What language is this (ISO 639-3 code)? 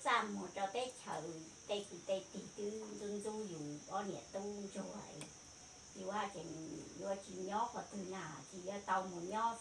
hmn